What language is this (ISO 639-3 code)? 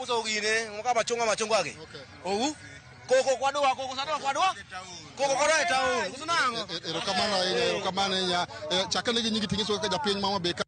luo